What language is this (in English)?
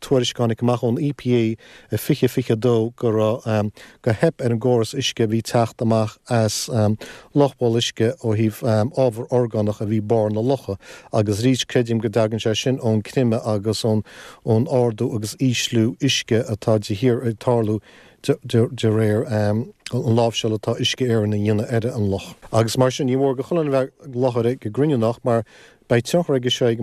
Irish